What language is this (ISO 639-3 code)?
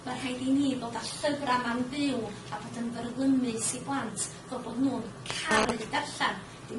cym